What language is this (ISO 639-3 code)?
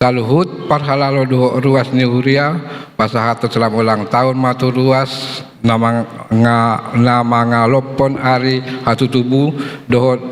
bbc